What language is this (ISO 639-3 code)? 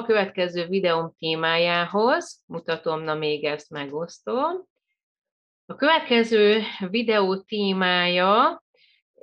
hun